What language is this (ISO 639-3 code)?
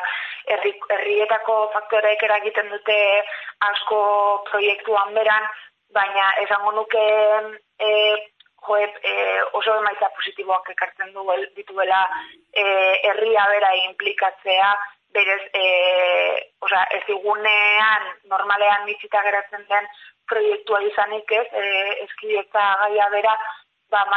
eus